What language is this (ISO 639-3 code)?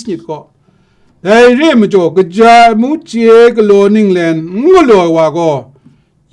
kac